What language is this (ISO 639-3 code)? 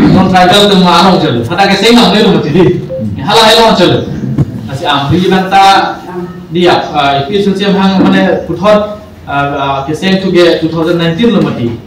mjw